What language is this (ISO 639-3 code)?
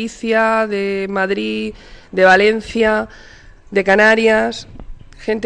cat